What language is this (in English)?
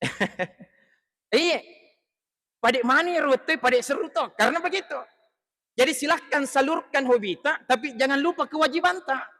Buginese